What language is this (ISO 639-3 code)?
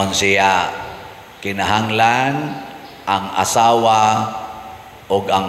ceb